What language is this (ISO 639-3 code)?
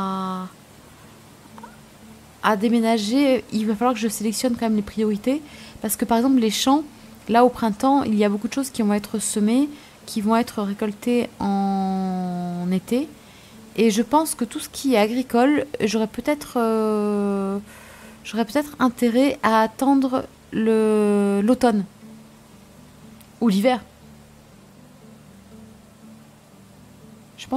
fra